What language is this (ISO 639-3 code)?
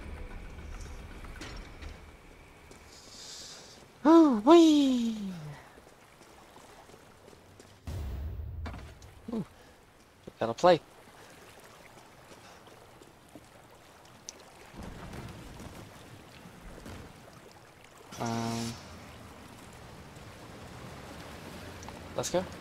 eng